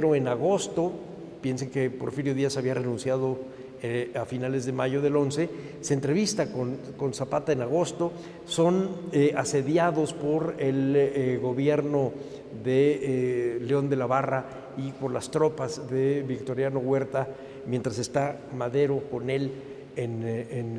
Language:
Spanish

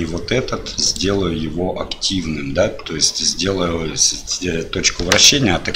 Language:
Russian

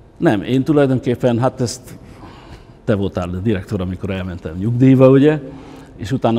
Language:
Hungarian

